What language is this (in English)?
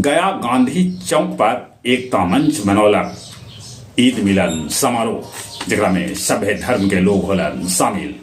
Magahi